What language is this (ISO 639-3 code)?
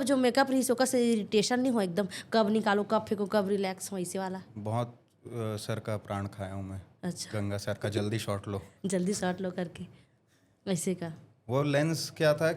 hne